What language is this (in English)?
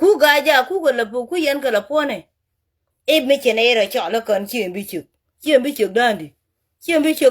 Nuer